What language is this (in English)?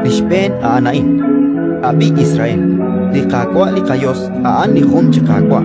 Kekchí